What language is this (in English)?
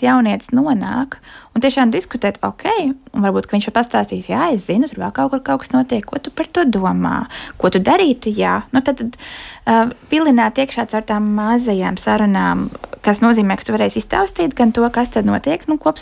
Latvian